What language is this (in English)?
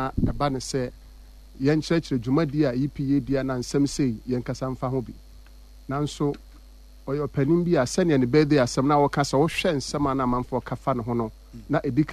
Akan